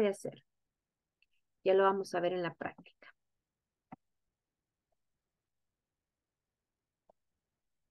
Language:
Spanish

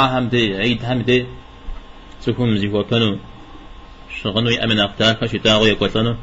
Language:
Kabardian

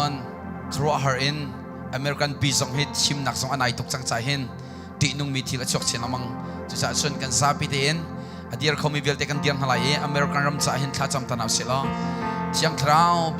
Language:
Hakha Chin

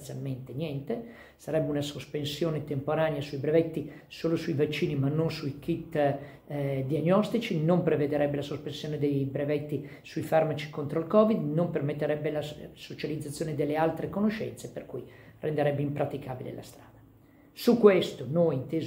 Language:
Italian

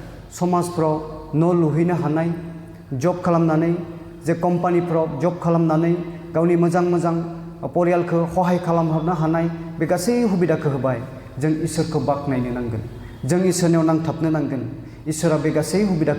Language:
Bodo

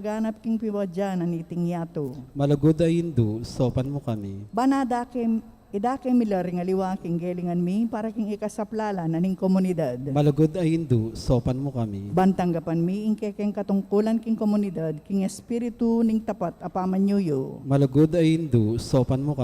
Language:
Pampanga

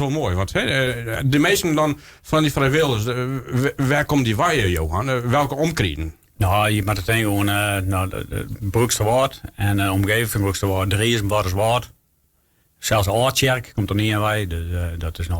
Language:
Western Frisian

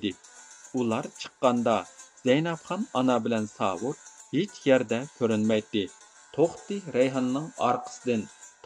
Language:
Uyghur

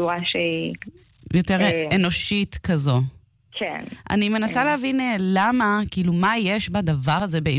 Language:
Hebrew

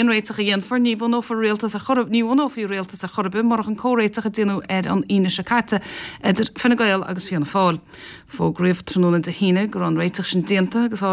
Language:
Irish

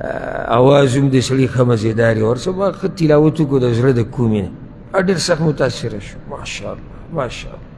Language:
Pashto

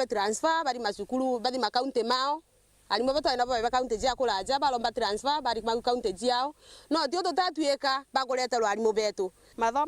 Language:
Meru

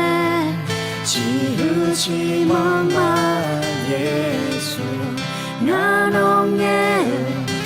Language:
Akha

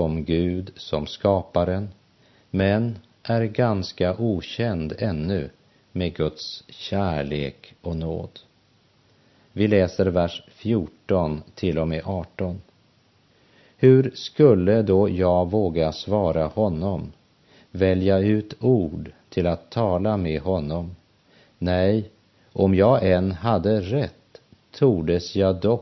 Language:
Swedish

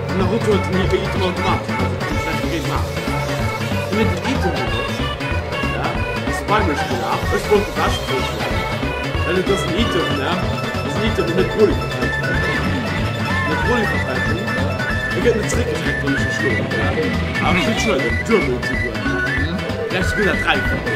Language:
Luxembourgish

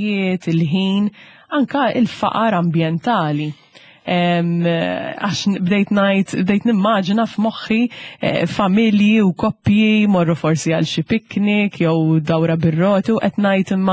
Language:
Maltese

